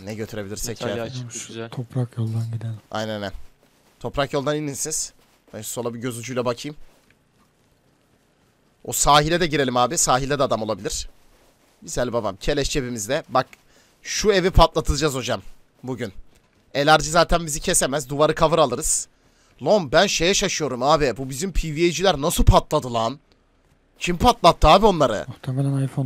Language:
Turkish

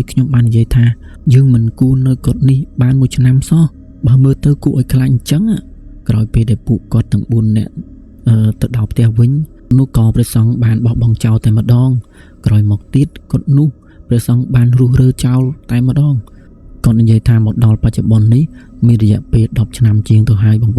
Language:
Khmer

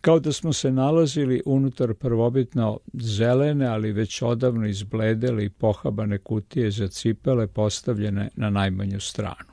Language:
Serbian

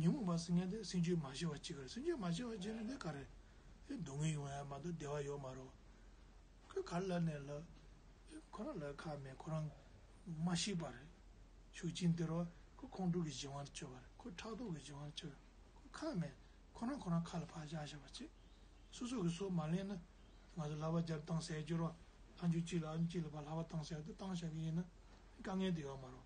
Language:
Tibetan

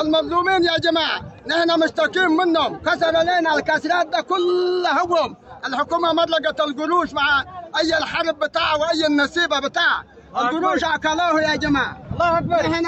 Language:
Sudanese Arabic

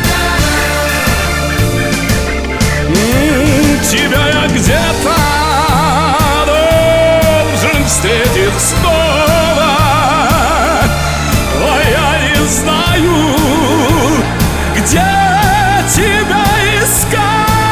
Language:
Russian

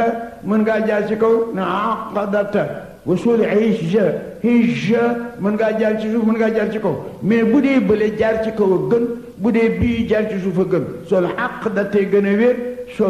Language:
Wolof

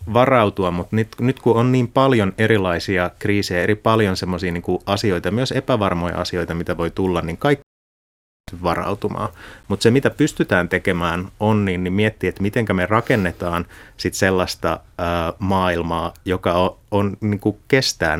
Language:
Finnish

